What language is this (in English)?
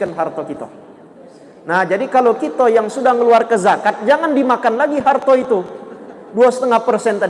Musi